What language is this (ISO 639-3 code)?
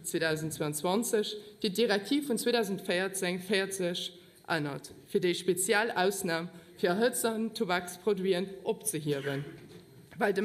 ltz